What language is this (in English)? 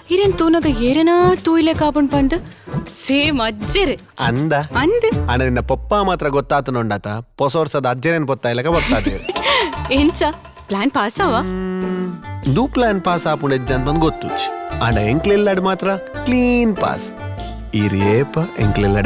Tulu